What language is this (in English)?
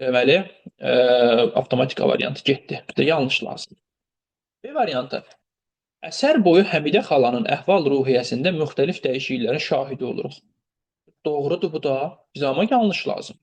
Azerbaijani